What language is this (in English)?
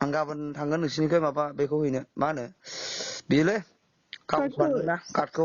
Bodo